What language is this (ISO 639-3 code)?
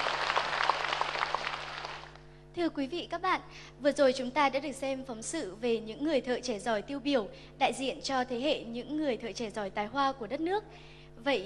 vie